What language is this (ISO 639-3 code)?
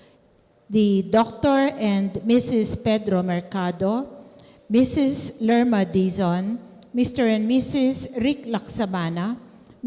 pam